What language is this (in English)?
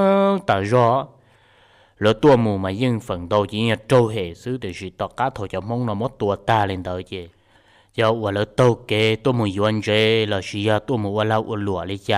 Hmong